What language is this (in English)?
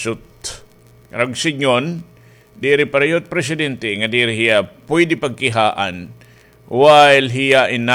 Waray